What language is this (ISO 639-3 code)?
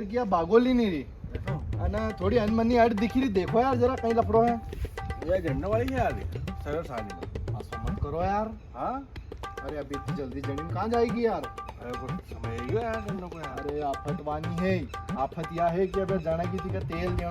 raj